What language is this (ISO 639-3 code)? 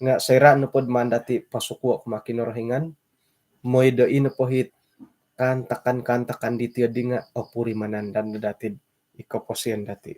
dtp